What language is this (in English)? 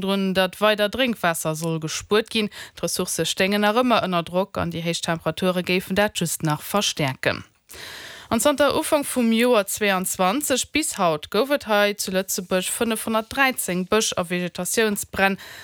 Luxembourgish